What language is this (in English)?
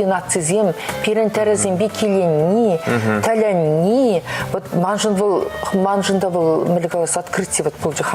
Chuvash